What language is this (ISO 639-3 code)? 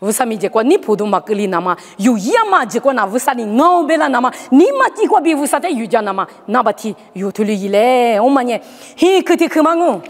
lis